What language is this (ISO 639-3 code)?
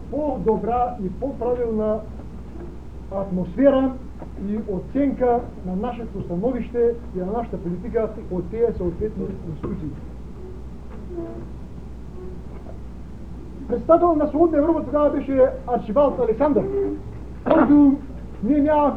bul